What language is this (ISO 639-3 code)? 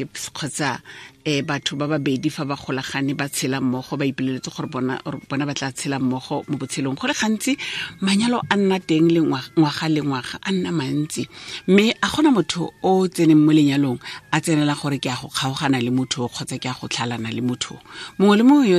tsn